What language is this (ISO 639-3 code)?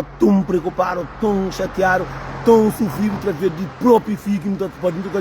kea